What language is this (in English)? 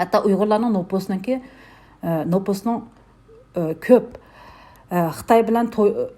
Uyghur